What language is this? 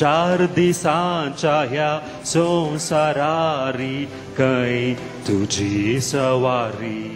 Konkani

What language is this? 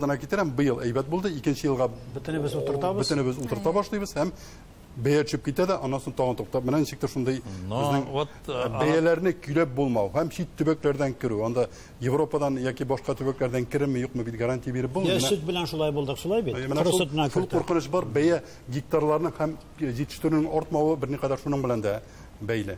Tatar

